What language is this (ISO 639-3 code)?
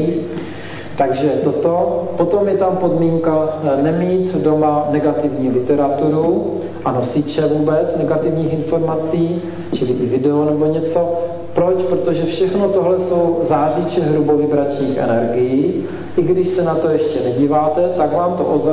ces